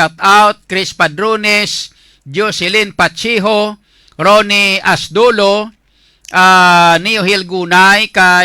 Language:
Hiligaynon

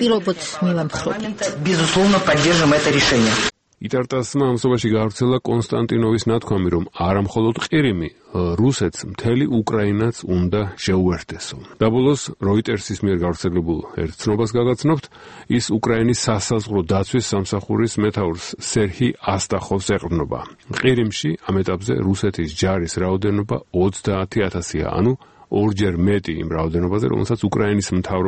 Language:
Georgian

